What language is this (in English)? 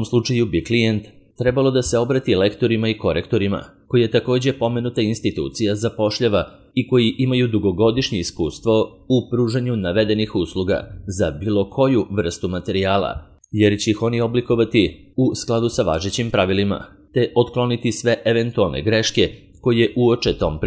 Serbian